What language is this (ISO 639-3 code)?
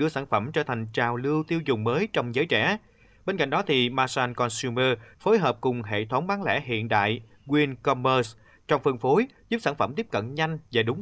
vie